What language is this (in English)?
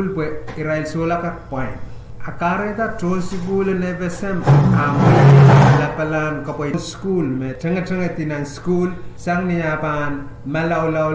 Pohnpeian